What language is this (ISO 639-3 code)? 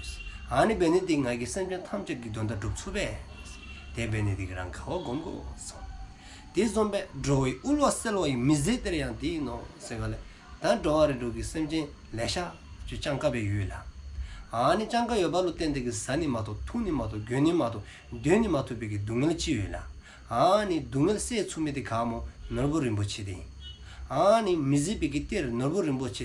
dzo